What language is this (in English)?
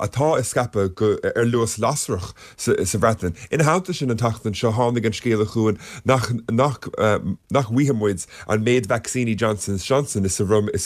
Irish